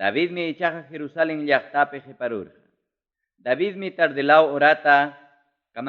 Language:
Ayacucho Quechua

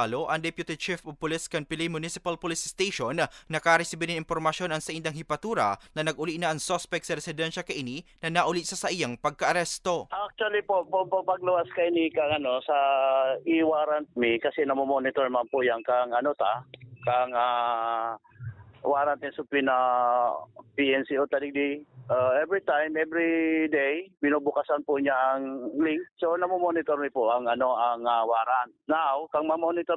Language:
Bikol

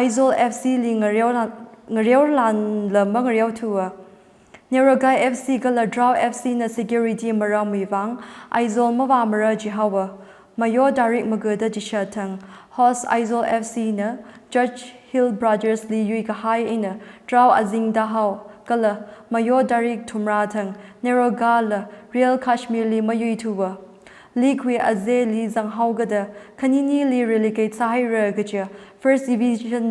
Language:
Tangkhul Naga (India)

